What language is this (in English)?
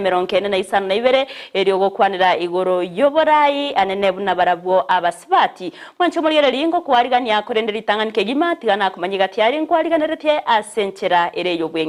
Gusii